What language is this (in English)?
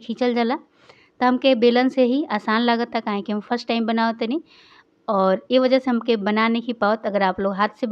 Bhojpuri